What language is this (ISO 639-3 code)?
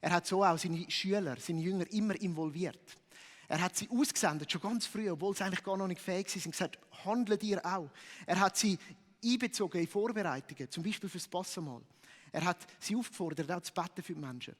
gsw